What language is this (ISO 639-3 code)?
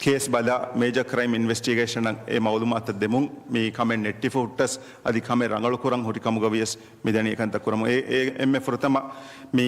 div